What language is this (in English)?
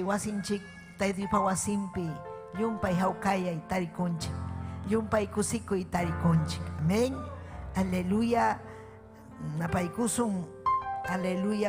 Ayacucho Quechua